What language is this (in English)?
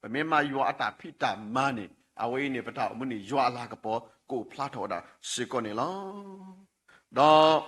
S'gaw Karen